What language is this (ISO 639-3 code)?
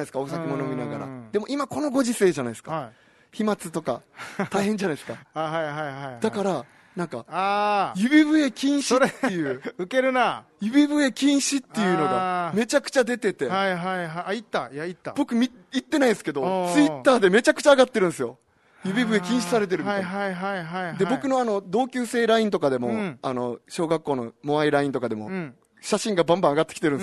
jpn